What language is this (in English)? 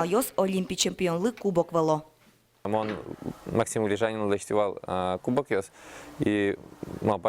Udmurt